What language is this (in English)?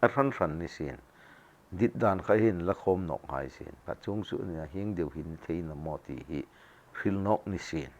Hmar